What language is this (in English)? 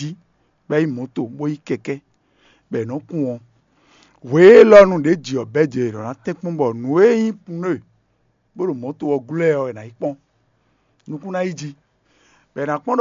Fon